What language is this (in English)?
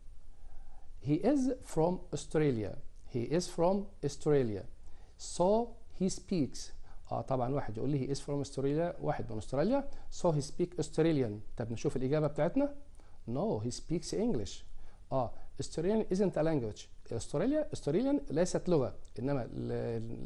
Egyptian Arabic